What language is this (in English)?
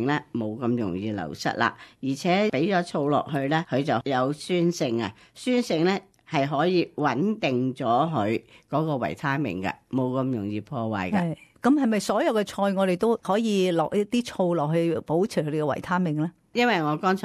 Cantonese